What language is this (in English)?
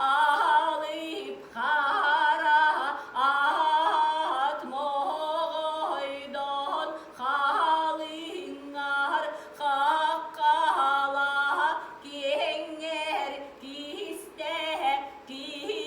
Yakut